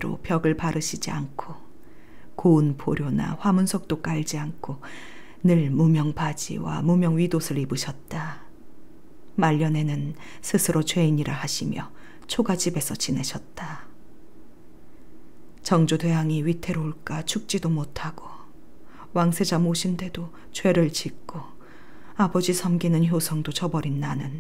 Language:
Korean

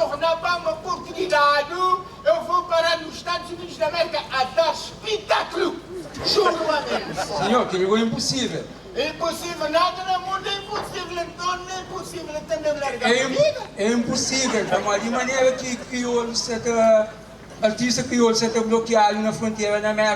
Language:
Kabuverdianu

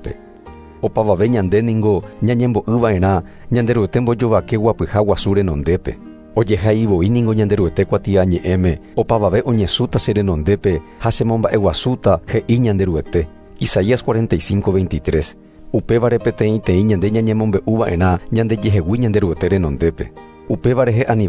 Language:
Guarani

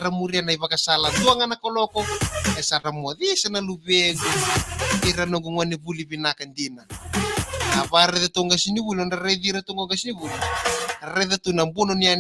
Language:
Fijian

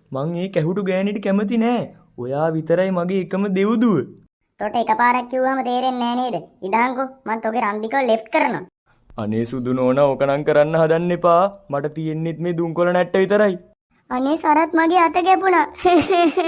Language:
Sinhala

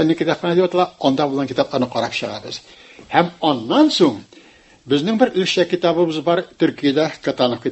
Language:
Tatar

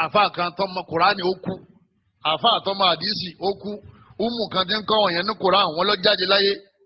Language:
Yoruba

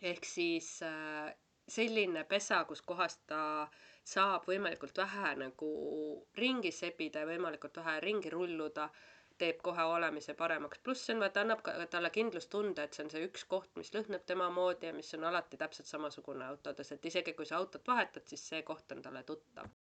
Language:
Estonian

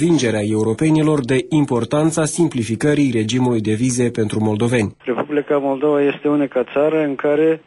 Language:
Romanian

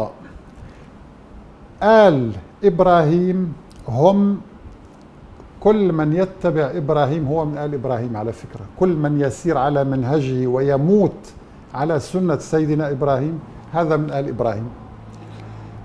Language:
Arabic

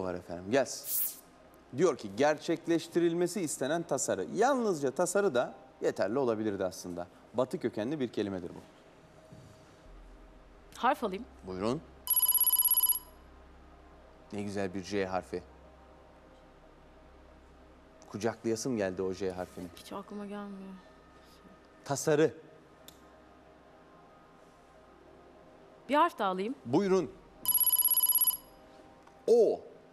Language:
Turkish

